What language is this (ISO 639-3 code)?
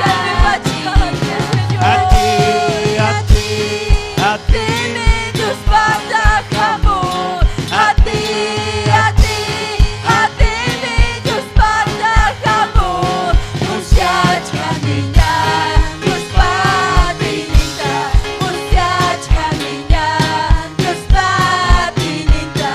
quy